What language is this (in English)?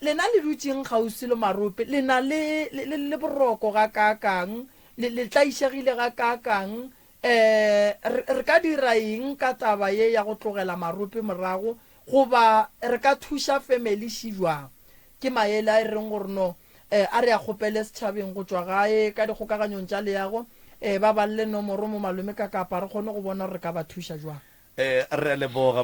Northern Sotho